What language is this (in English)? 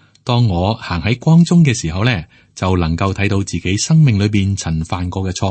Cantonese